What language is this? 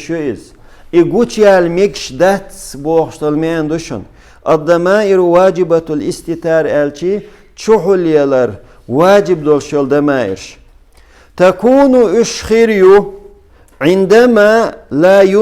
Chechen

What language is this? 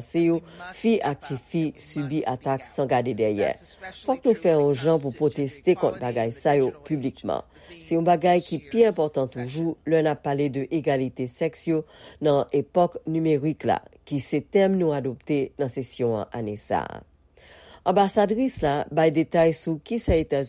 Haitian Creole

